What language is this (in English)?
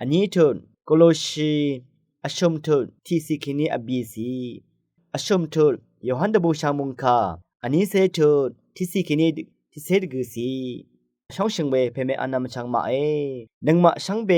Rawang